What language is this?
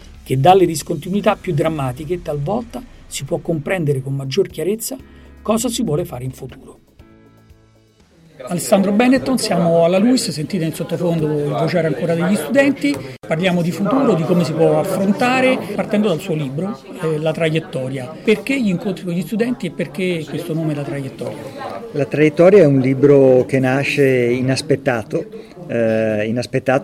Italian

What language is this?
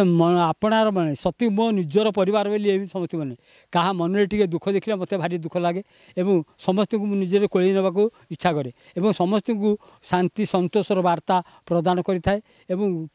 Odia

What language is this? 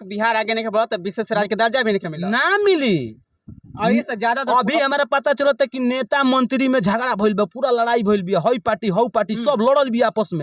Bhojpuri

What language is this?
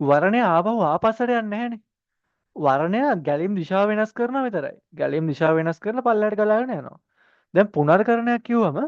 Sinhala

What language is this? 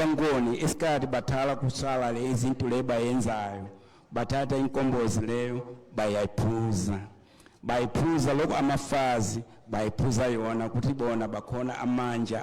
Nyanja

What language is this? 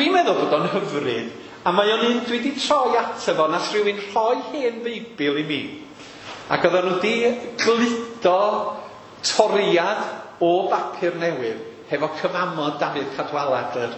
Welsh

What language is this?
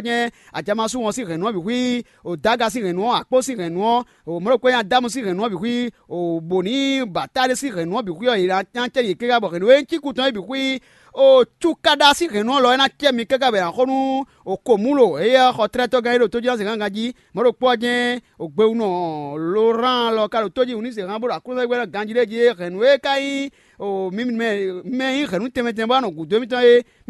Fon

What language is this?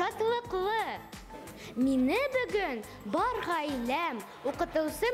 Bashkir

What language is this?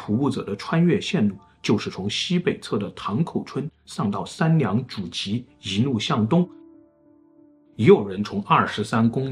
Chinese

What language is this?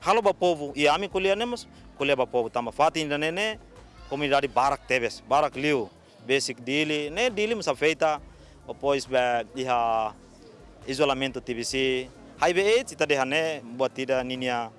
Tetum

